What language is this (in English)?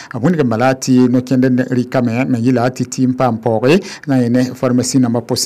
Mossi